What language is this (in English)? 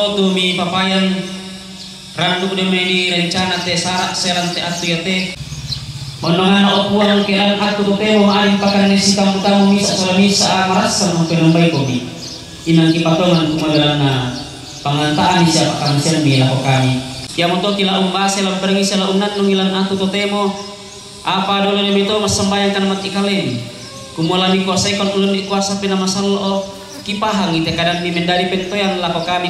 Toraja-Sa'dan